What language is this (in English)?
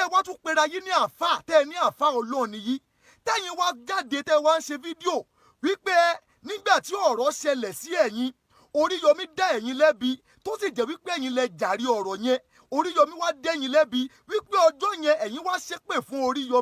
Yoruba